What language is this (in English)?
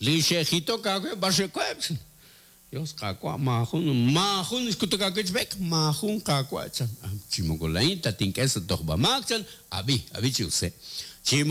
Kekchí